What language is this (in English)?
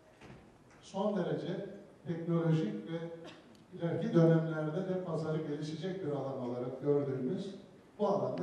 Turkish